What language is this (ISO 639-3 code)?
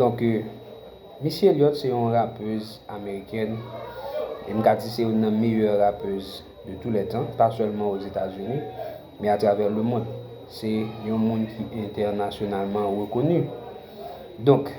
hat